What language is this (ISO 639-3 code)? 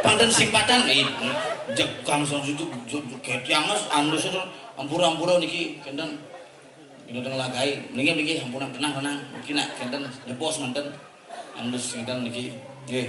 ban